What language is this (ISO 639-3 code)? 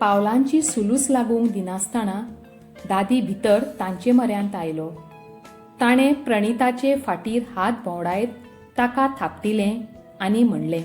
kok